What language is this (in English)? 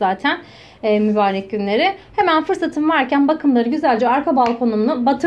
Turkish